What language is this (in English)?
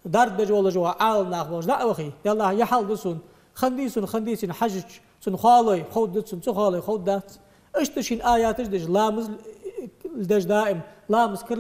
Ingush